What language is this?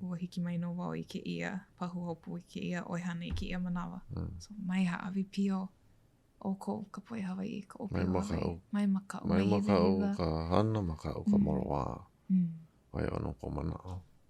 Hawaiian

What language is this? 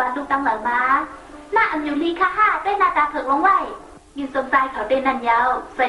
Shan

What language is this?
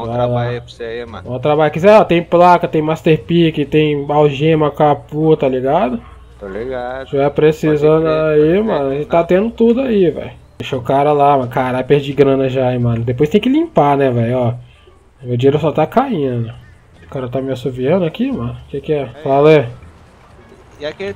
Portuguese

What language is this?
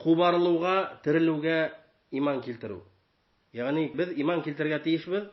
Bashkir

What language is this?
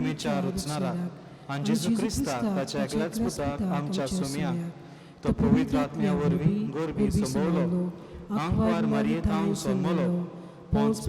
Konkani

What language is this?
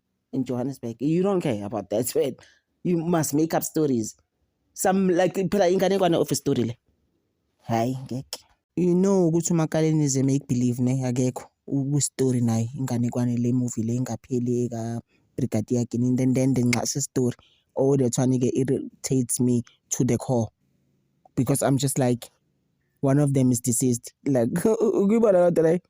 Zulu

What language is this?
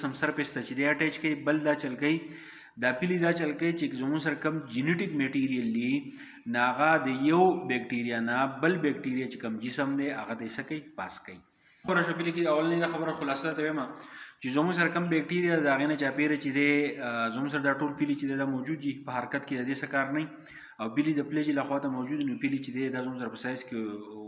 Pashto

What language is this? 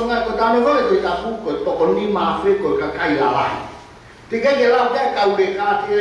Tongan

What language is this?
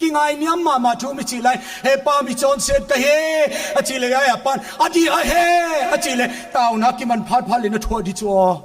Paite Chin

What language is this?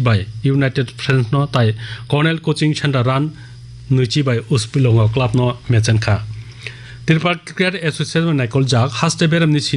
Kok Borok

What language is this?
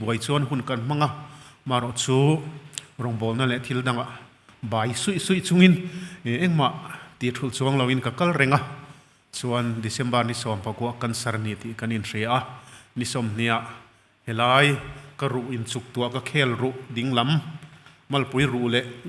Mizo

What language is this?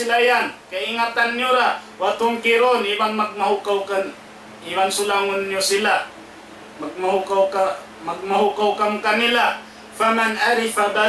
Tausug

